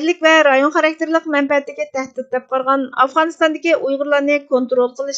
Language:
Uyghur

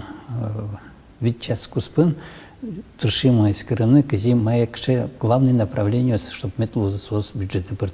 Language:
Udmurt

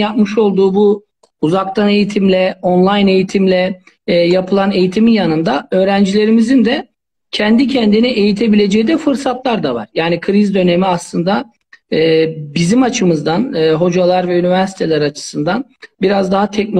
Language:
Turkish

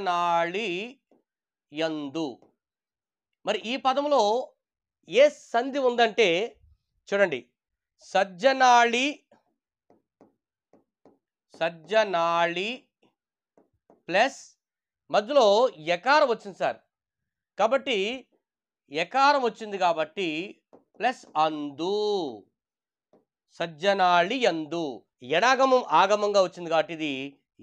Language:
Telugu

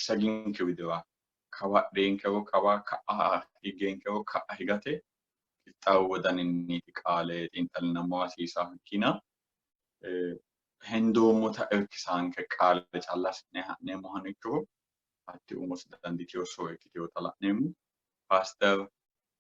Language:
Sidamo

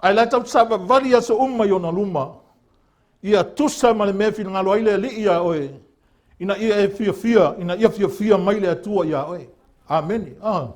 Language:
Samoan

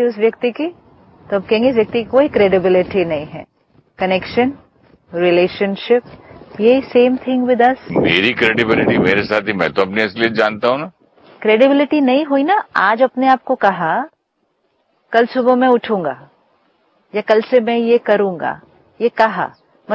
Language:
Hindi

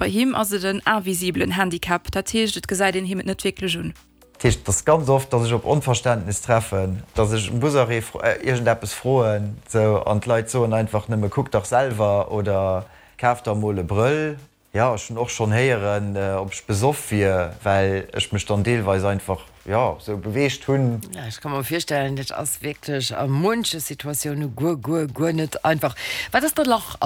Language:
Luxembourgish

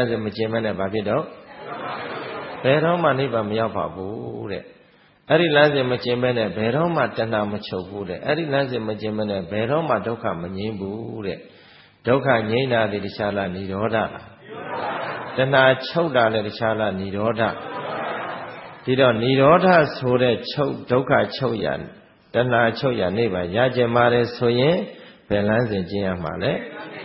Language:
Burmese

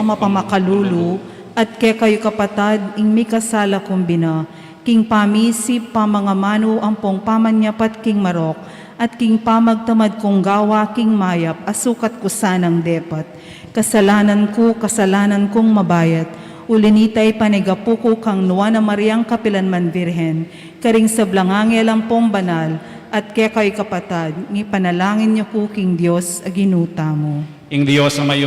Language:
Pampanga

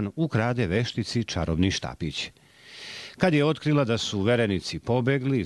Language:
Serbian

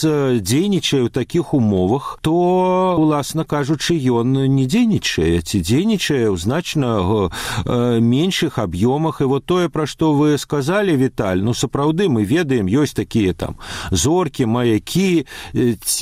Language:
Belarusian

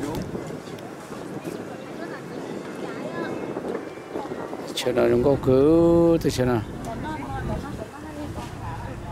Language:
Vietnamese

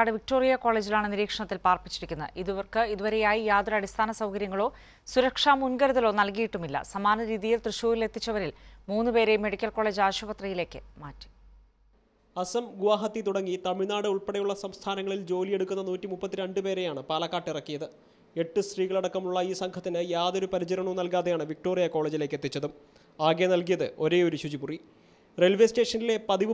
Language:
Malayalam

